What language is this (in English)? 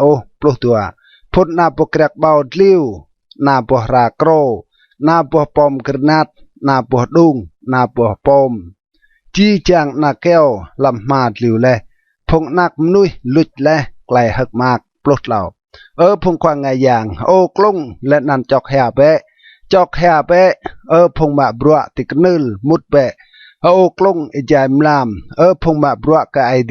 Rade